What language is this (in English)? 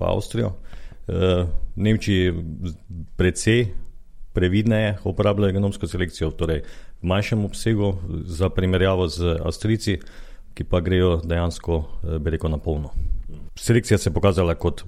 Slovenian